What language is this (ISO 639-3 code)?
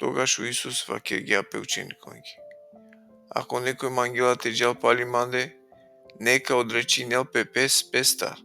rmn